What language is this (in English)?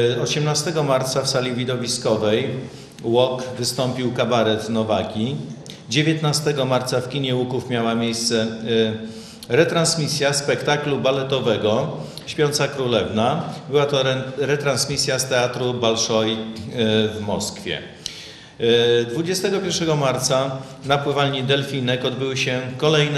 Polish